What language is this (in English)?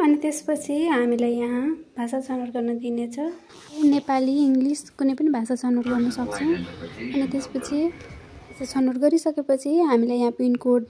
Nepali